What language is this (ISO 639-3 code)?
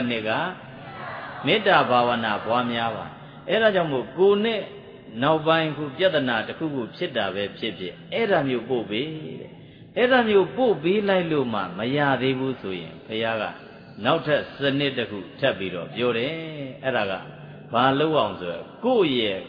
mya